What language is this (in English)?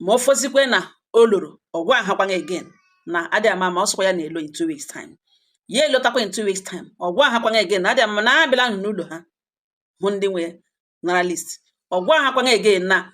Igbo